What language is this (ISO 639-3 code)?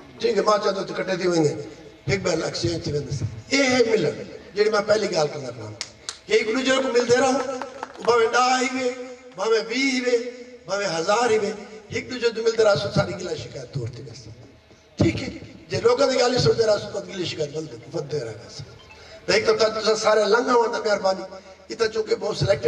skr